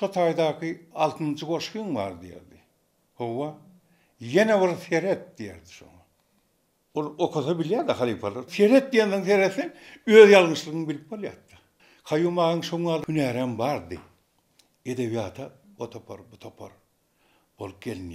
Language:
Turkmen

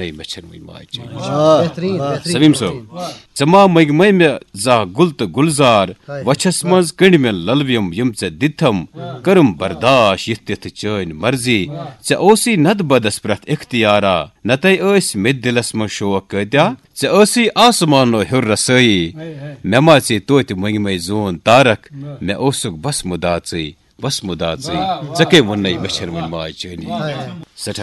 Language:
Kashmiri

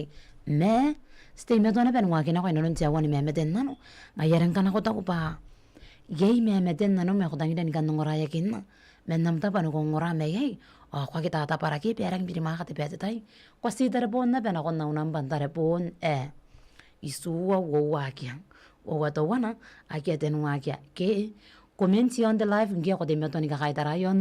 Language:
Gilbertese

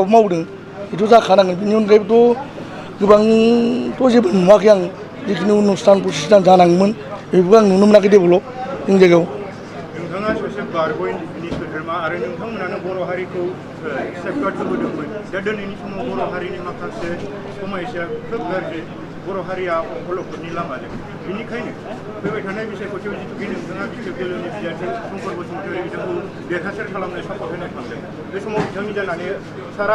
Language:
Bodo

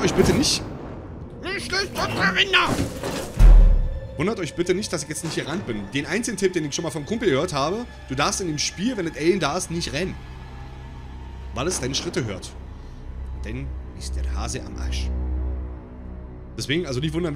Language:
German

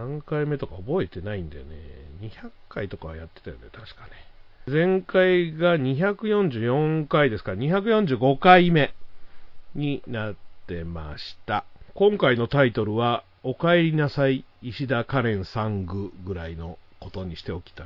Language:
Japanese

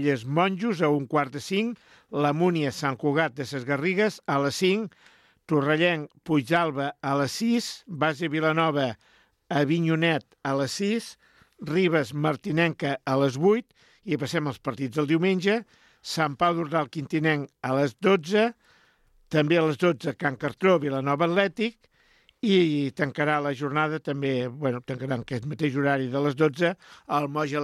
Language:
Catalan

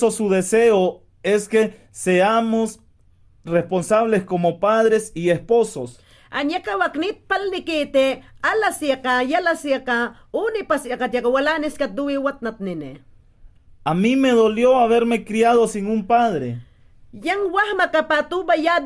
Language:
Mayangna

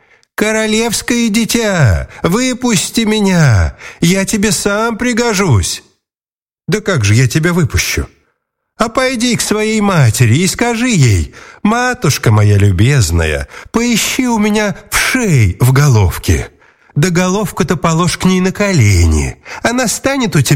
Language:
Russian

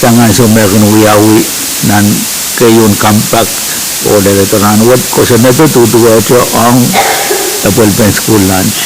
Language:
Pohnpeian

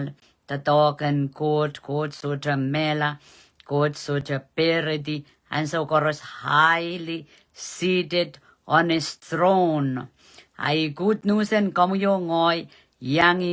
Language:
Pohnpeian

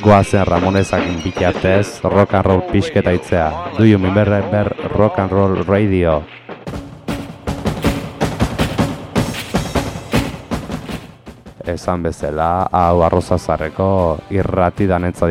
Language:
Basque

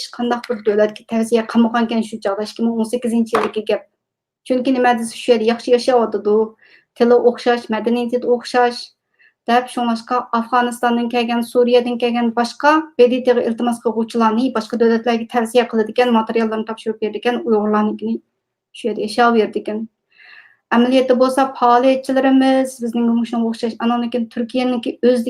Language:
Uyghur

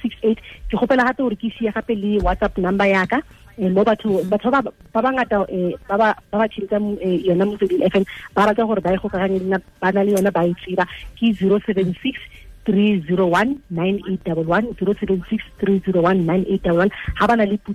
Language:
Tswana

